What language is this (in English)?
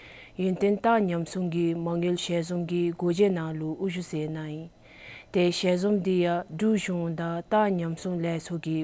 Dzongkha